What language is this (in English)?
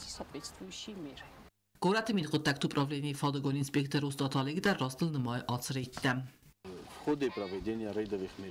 Ossetic